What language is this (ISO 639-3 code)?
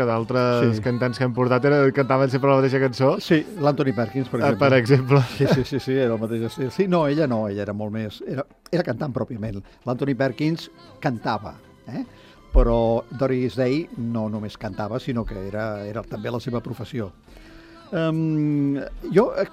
cat